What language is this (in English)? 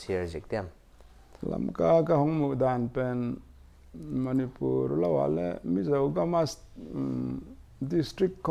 Paite Chin